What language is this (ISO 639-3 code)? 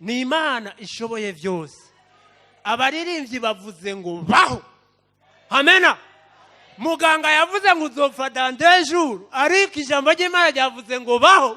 run